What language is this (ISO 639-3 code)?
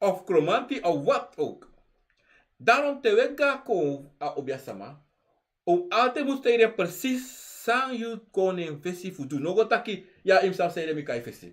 srn